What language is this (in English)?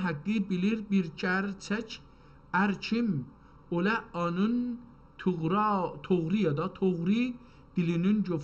South Azerbaijani